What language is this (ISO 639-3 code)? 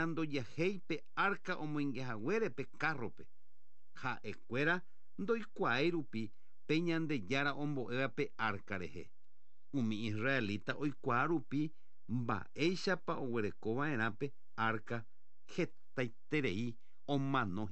grn